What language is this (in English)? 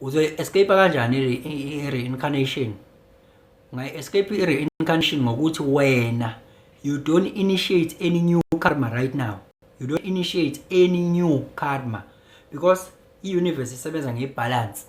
Zulu